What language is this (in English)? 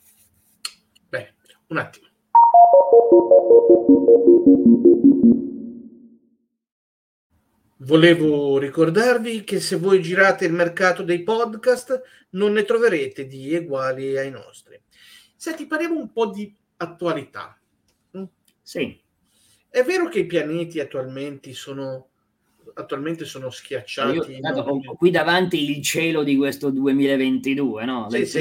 Italian